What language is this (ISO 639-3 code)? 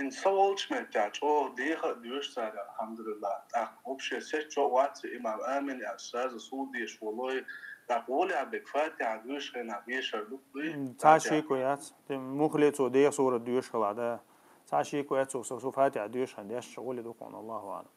che